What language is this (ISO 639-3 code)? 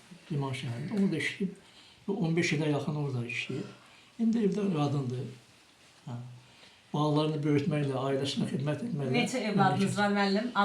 aze